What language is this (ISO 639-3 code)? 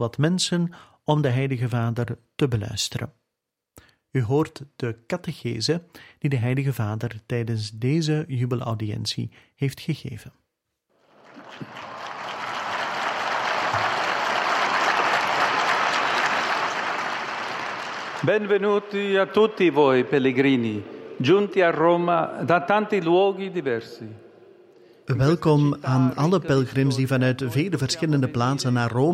nld